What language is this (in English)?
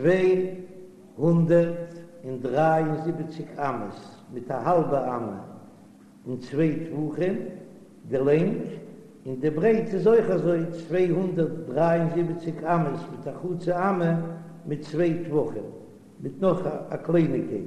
Yiddish